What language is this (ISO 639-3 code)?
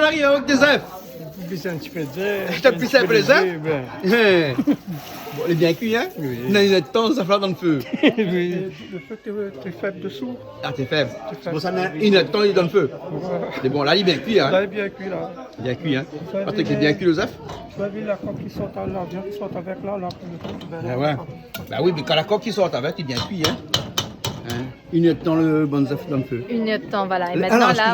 rcf